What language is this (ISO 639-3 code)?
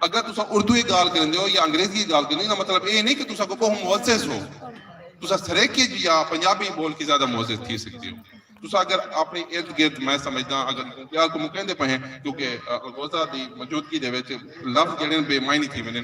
skr